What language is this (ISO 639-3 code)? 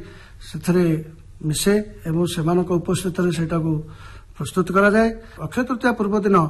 ori